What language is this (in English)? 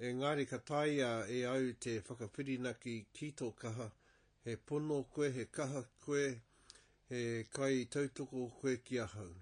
Māori